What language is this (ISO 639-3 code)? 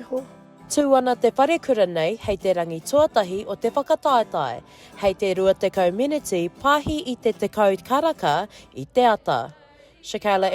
mri